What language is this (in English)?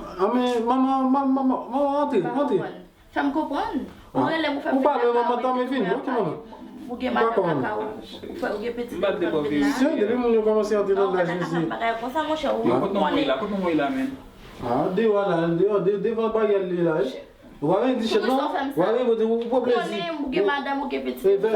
Haitian Creole